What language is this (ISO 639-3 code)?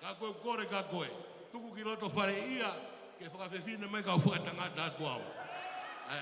ton